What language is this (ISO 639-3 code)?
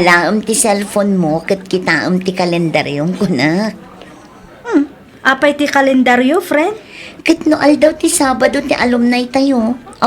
ilo